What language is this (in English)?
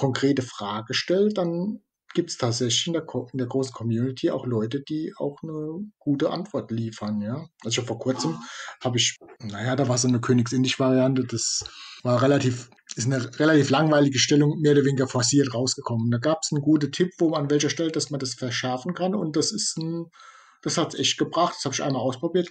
German